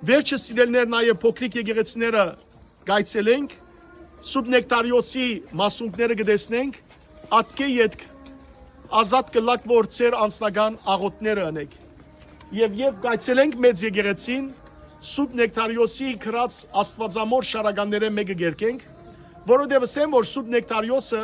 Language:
Western Armenian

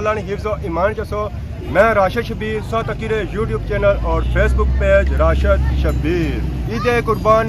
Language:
Pahari-Potwari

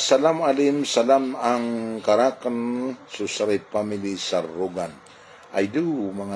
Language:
Maranao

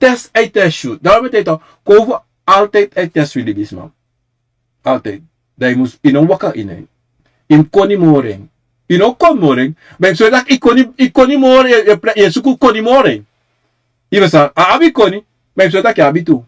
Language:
Sranan Tongo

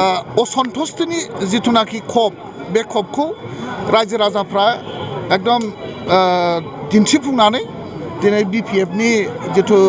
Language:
Bodo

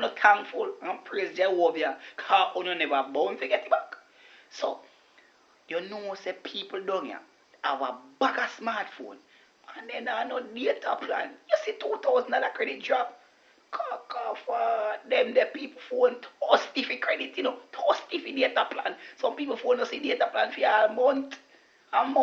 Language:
Jamaican Creole English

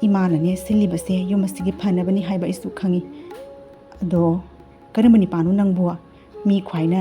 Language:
Manipuri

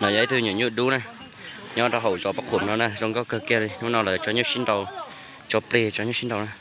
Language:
Hmong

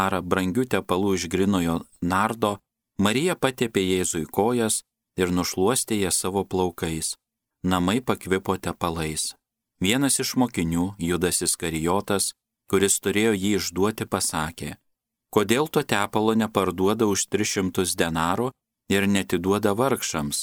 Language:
Lithuanian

